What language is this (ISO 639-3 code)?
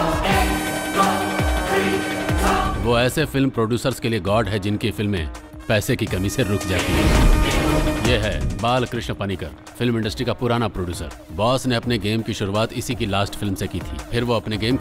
hin